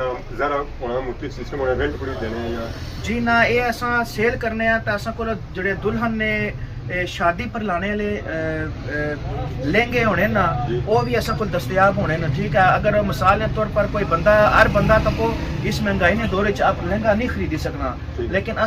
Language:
Pahari-Potwari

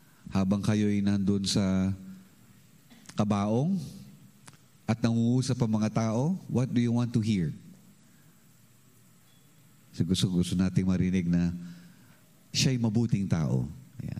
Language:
Filipino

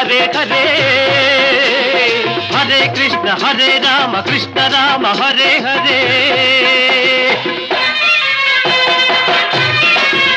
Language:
Telugu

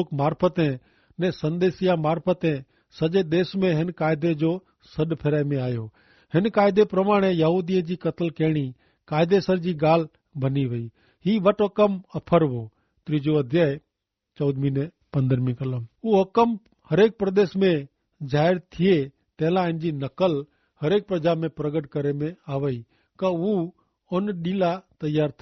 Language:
Kachhi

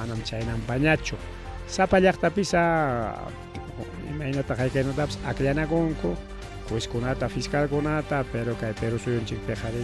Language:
Ayacucho Quechua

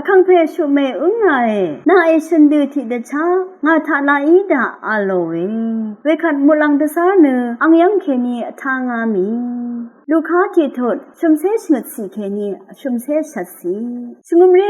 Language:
Rawang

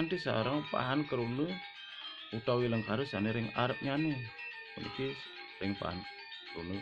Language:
Balinese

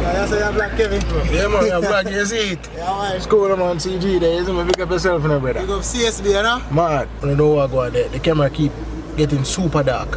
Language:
Jamaican Creole English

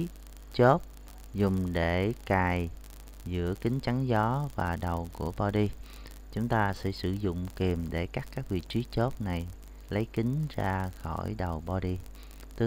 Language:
Vietnamese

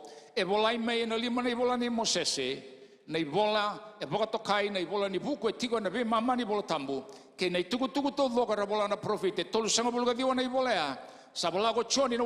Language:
Fijian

